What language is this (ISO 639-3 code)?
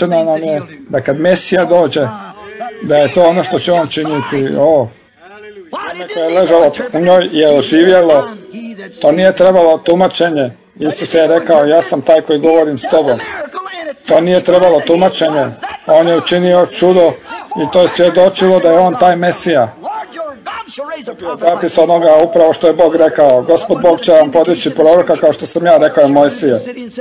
hrv